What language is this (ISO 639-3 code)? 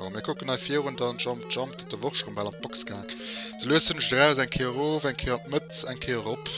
ltz